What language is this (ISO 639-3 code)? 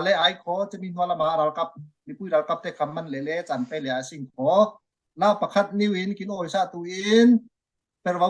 cfm